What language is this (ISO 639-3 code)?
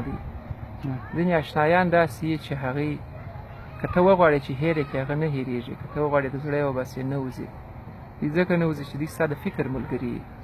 pus